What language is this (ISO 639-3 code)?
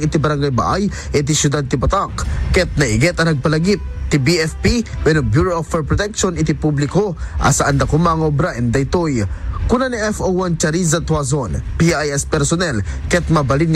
ilo